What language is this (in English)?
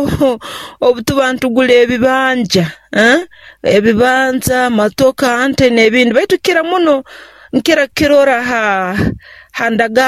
Nyoro